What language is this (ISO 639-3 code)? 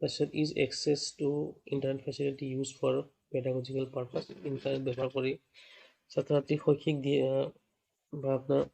asm